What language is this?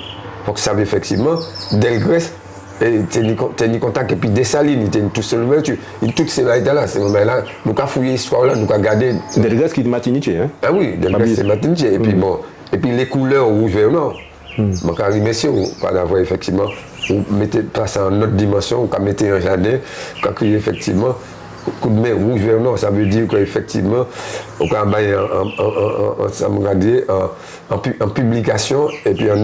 Guadeloupean Creole French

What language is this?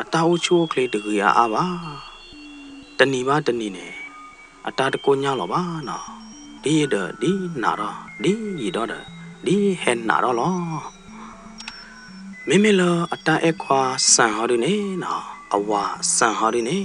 S'gaw Karen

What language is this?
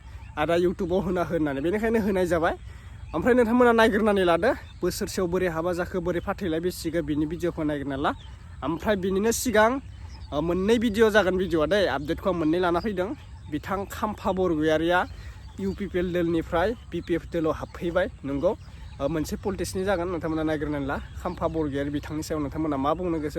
Bodo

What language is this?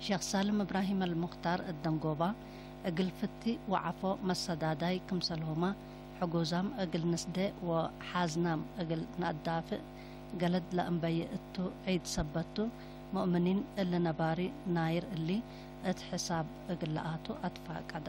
Tigre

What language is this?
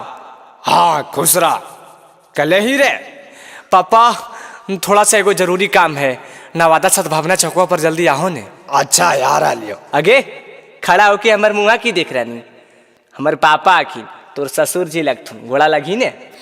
Magahi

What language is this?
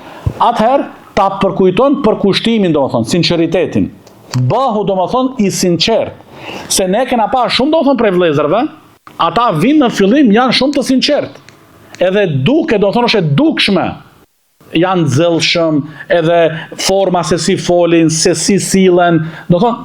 Albanian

